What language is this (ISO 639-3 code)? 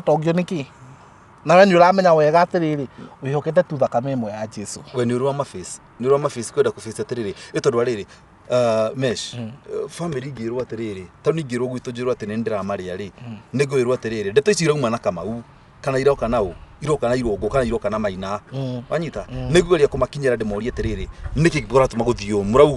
kik